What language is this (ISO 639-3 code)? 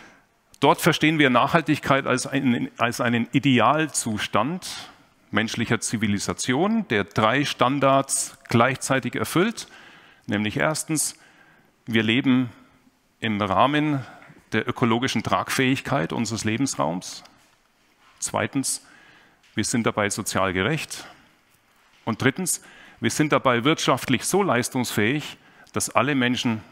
deu